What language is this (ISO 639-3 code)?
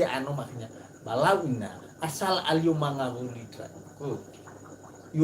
nia